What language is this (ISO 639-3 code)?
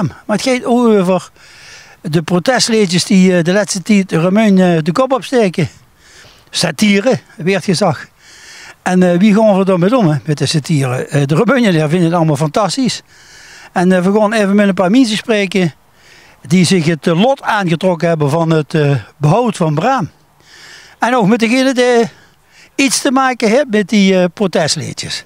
lim